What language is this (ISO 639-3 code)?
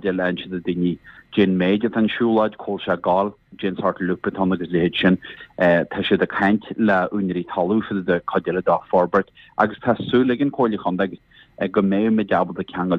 gle